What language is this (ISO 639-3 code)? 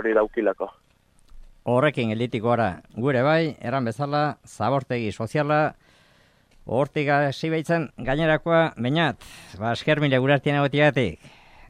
eus